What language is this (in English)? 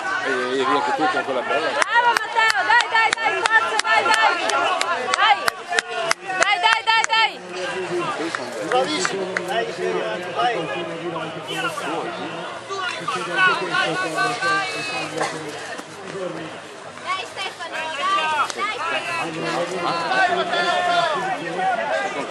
Italian